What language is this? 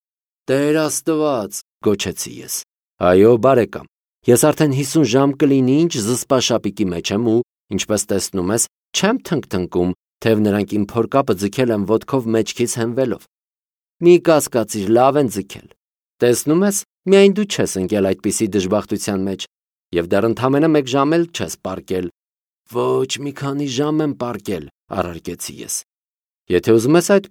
Armenian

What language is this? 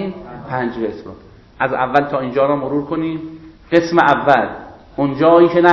Persian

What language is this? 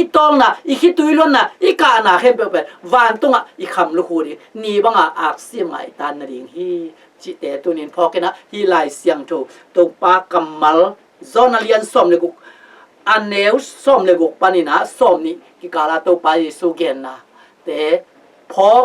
Tedim Chin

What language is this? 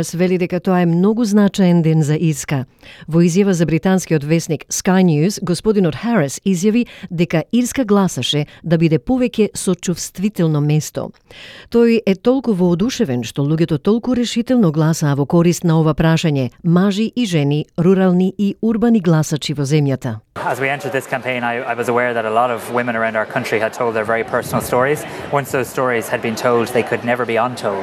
Macedonian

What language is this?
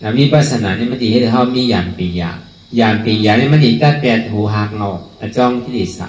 Shan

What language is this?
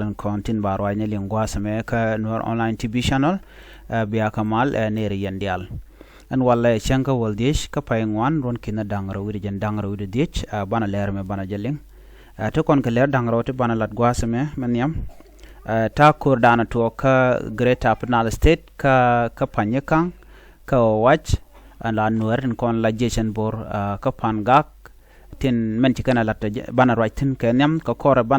Nuer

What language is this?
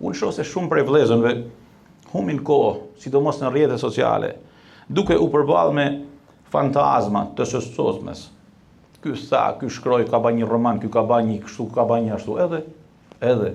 Albanian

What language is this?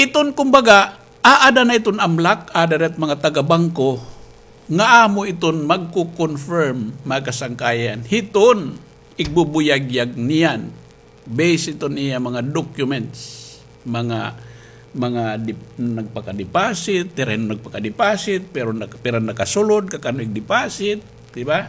Waray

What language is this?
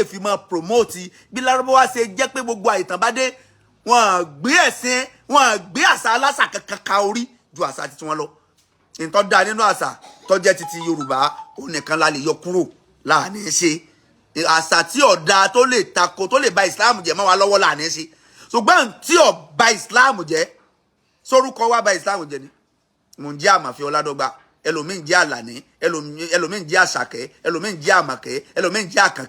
Yoruba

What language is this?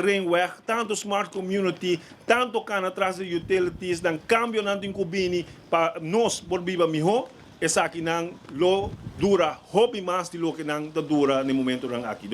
Papiamento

